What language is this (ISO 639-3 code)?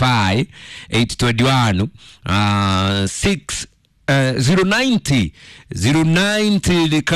kik